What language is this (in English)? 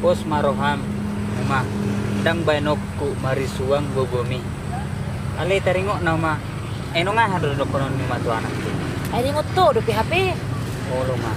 Batak Toba